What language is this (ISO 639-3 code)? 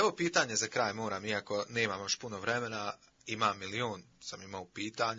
bos